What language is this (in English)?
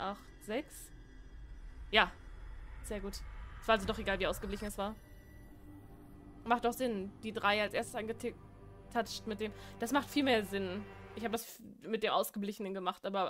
German